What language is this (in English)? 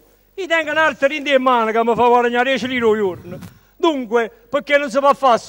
Neapolitan